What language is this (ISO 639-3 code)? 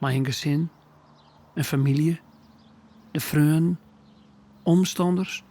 fry